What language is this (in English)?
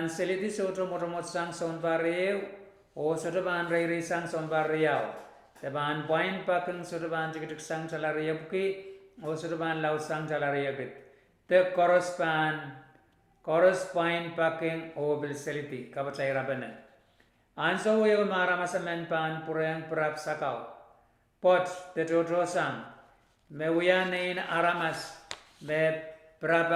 Pohnpeian